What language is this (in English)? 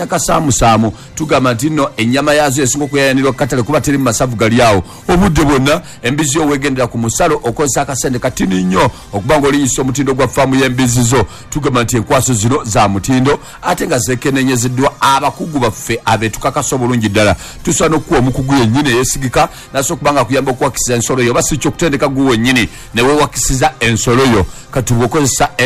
Ganda